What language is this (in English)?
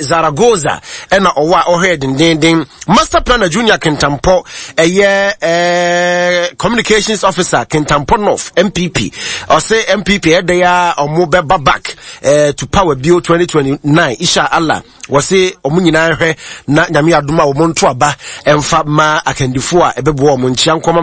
Akan